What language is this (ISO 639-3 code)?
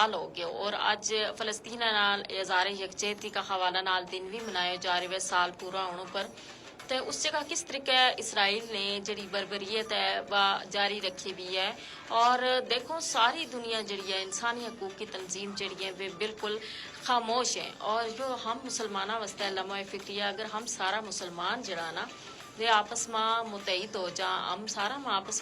gju